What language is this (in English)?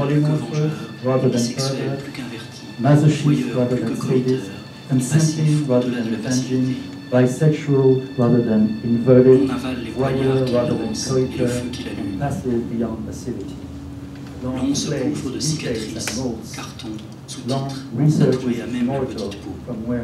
French